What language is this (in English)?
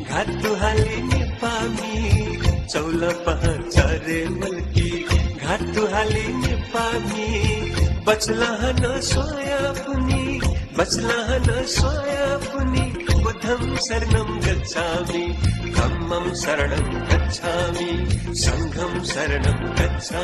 Newari